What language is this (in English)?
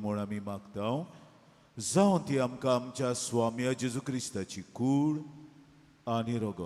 Konkani